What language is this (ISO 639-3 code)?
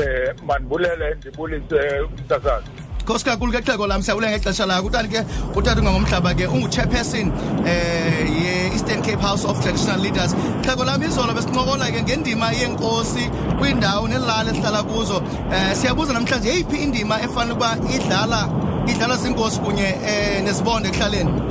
xho